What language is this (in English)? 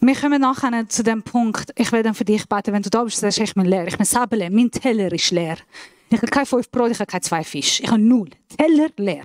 Swiss German